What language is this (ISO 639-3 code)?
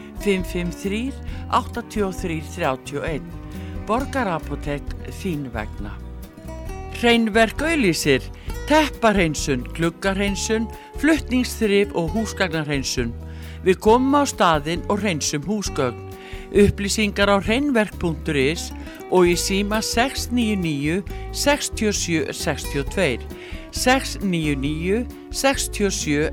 isl